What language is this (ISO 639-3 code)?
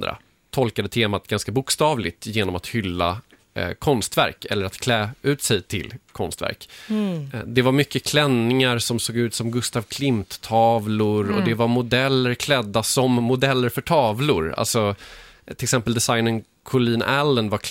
swe